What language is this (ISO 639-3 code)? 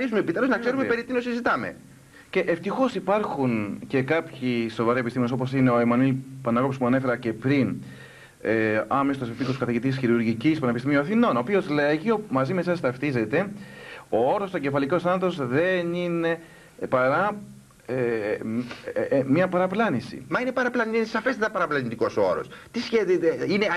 ell